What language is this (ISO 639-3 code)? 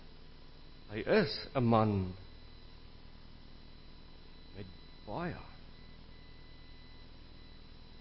afr